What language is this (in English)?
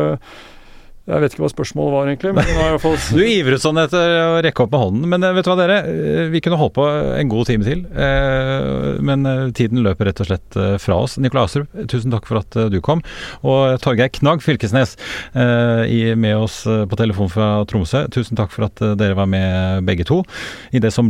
Norwegian